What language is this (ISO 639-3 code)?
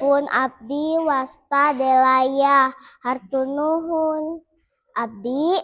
sun